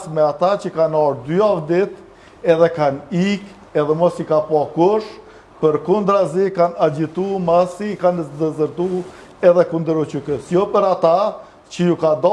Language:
Albanian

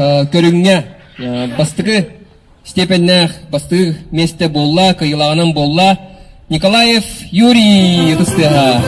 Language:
Yakut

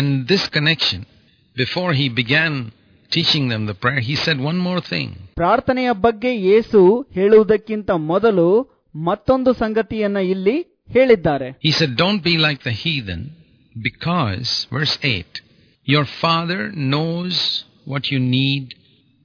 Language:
Kannada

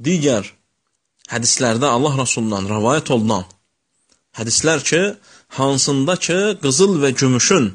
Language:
Azerbaijani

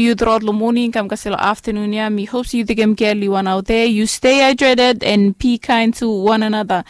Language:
Bislama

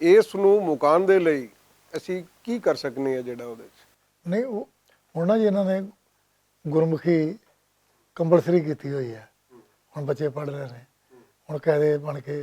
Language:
Western Panjabi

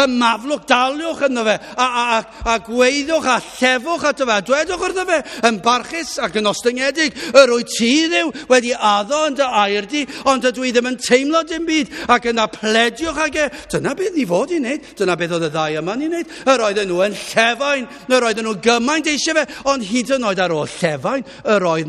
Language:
Welsh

